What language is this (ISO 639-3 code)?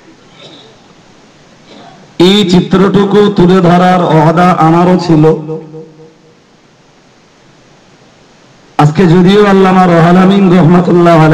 ben